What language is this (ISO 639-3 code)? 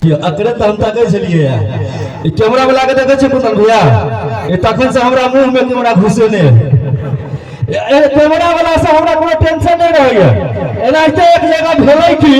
mai